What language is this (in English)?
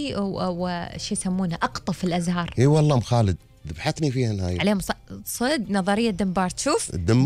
Gulf Arabic